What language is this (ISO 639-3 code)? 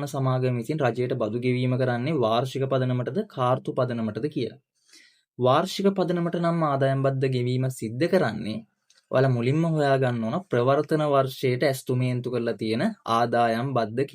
sin